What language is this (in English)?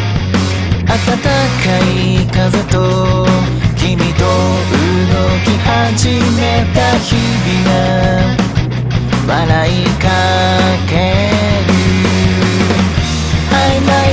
Japanese